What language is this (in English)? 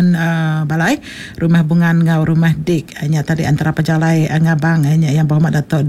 Iban